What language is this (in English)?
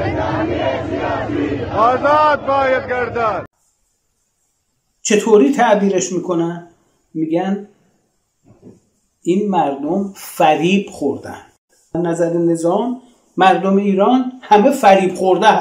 Persian